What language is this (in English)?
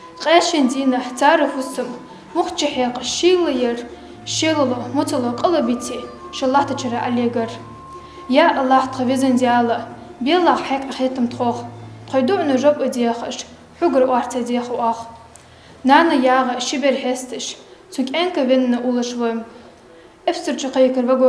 Ingush